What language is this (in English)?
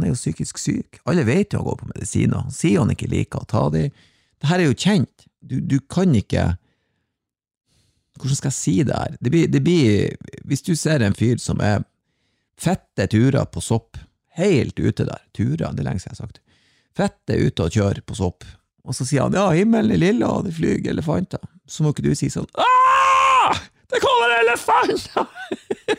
Norwegian